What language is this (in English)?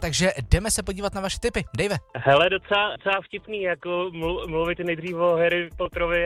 Czech